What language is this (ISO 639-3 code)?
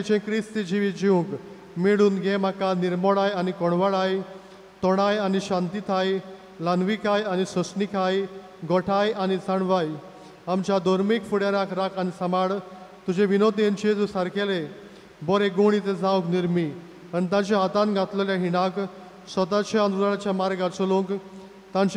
kok